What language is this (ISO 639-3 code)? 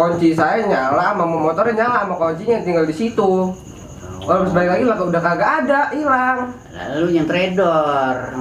bew